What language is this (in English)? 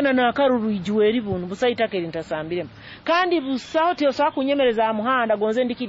Nyoro